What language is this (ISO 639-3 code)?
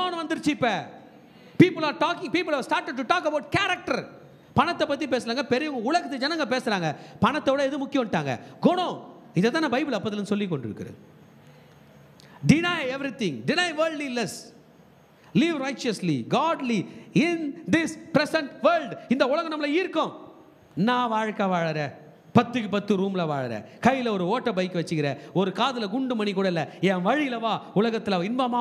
tam